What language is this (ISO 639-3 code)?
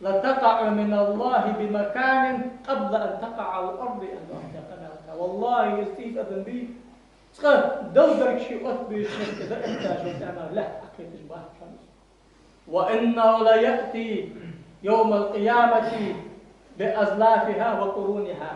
inh